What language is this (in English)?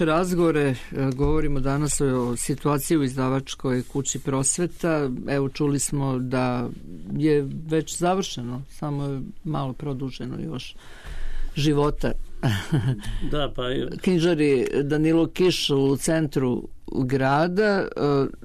Serbian